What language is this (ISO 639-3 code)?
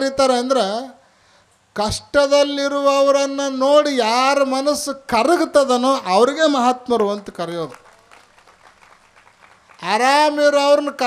kan